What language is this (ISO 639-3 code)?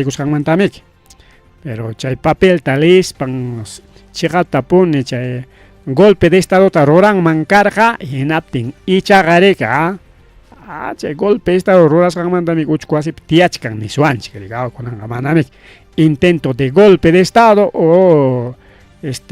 quy